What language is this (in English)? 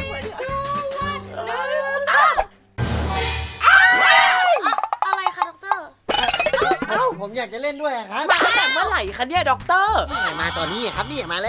Thai